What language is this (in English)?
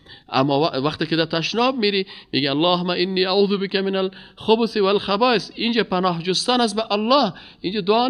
Persian